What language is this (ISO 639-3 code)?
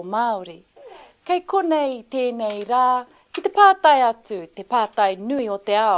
mri